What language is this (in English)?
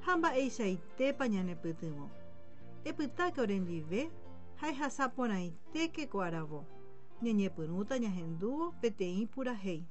Guarani